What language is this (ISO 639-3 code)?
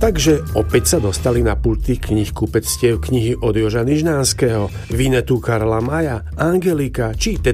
slk